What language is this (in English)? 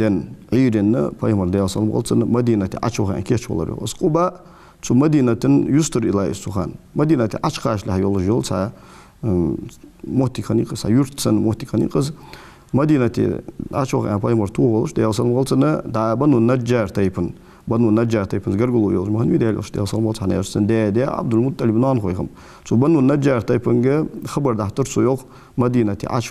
Ingush